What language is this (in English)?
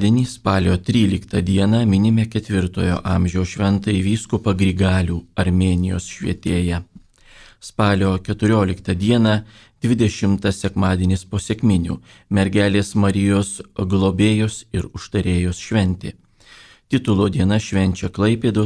Lithuanian